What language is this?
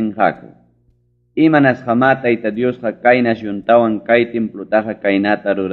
Ayacucho Quechua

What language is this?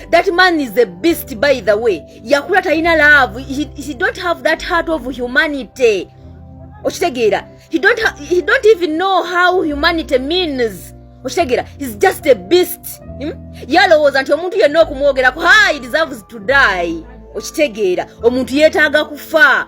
Ganda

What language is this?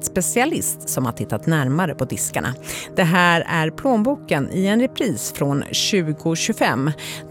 Swedish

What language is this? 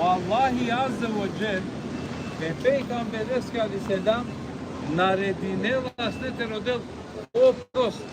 Balkan Romani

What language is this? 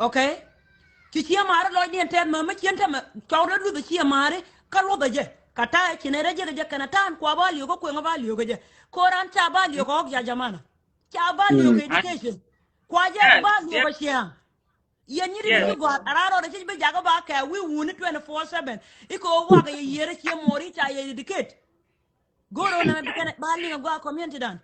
Nuer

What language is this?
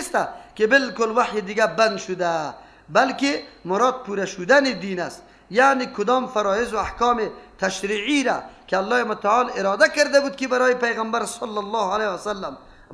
Persian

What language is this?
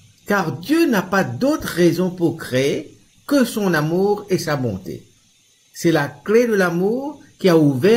Morisyen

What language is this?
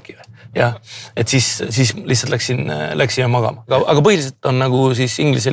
Estonian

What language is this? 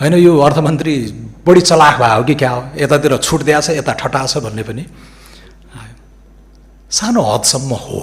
Nepali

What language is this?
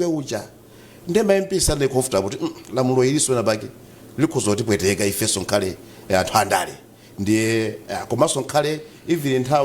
Nyanja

